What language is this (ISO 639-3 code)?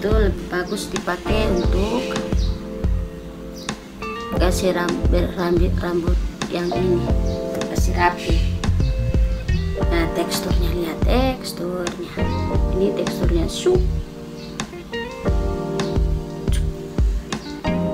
ind